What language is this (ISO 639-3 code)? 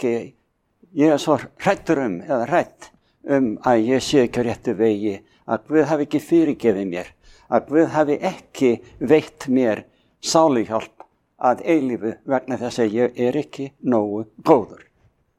isl